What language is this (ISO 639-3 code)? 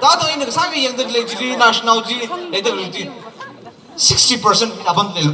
nmf